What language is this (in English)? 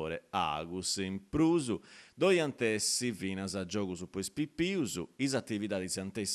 Sardinian